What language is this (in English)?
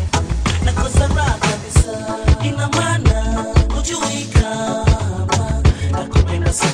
Swahili